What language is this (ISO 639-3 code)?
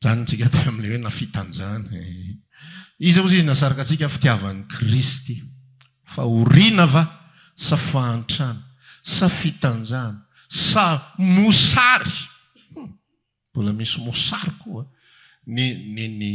mlg